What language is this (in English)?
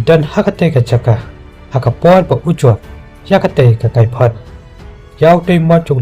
Khasi